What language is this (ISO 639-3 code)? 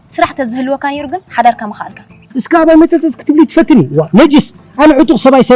tir